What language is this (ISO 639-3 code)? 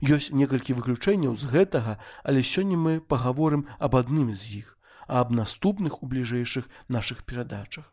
bel